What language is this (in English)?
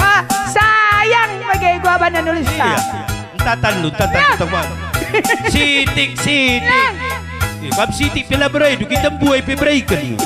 Batak Karo